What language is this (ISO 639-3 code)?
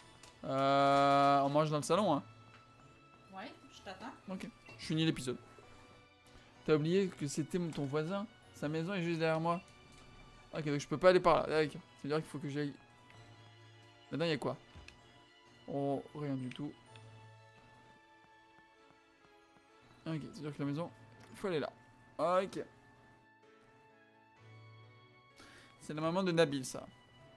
fra